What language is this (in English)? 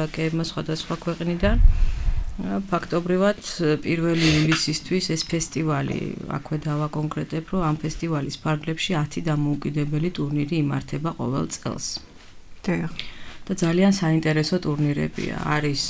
Georgian